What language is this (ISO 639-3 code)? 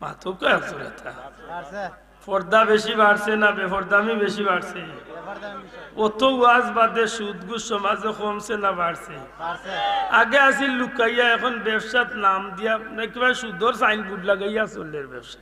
syl